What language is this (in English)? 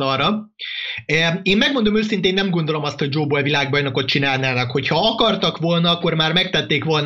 Hungarian